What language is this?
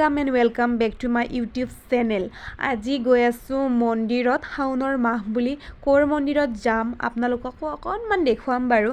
Assamese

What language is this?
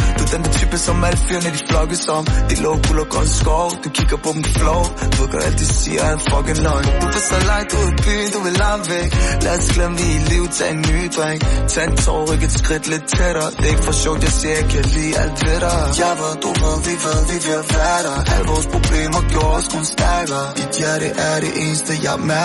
Danish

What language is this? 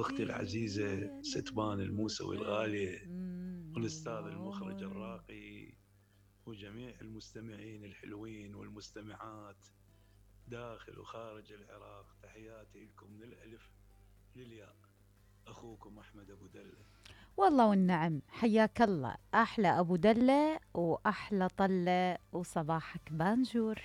Mesopotamian Arabic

